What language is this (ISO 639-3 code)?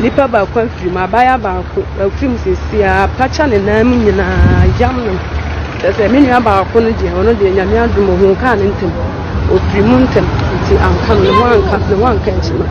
aka